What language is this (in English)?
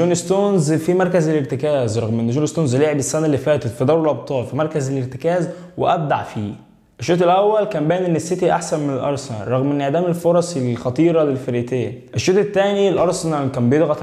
Egyptian Arabic